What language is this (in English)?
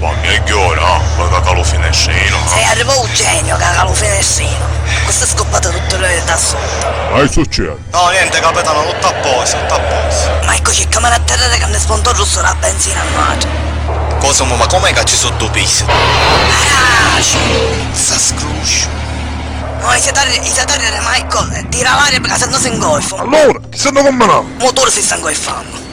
Sicilian